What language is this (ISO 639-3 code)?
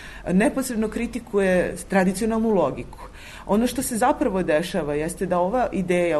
srp